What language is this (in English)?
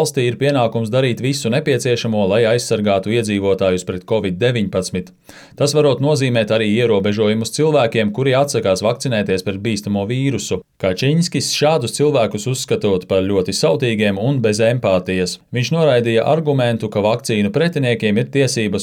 Latvian